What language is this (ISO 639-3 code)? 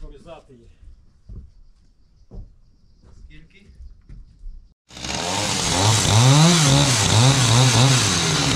ukr